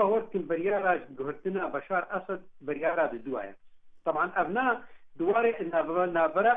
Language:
Kurdish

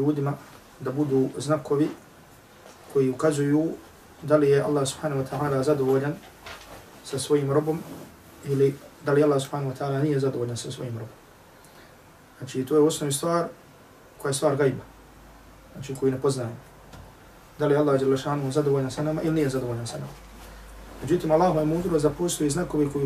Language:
Bosnian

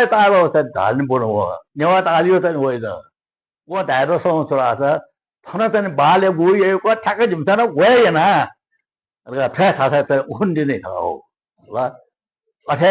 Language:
Newari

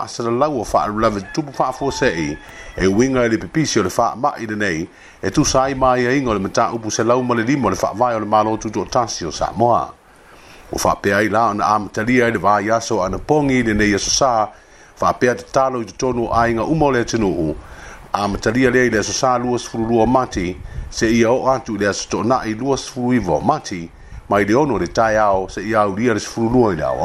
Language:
Samoan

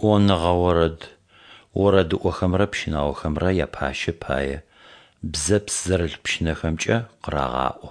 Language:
Adyghe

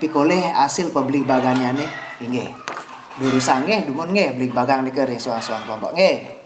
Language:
Balinese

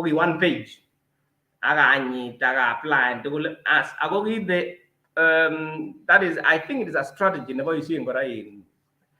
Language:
Kalenjin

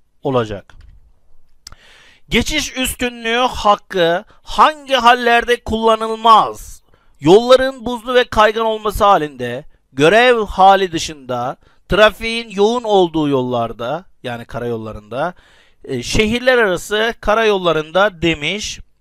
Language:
Turkish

